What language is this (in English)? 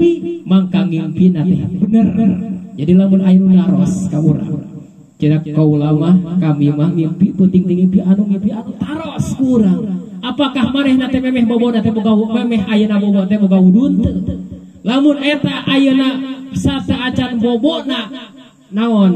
Sundanese